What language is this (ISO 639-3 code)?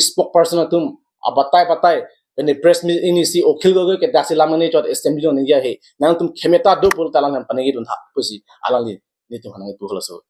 mjw